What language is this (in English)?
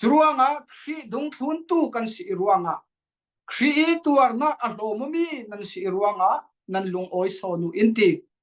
Falam Chin